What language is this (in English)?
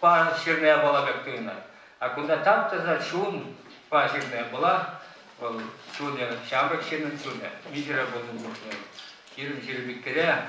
Chuvash